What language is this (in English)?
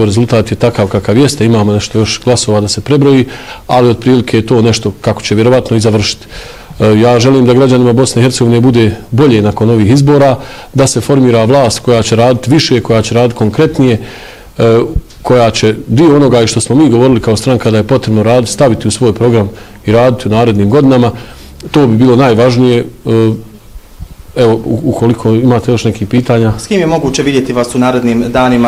Bosnian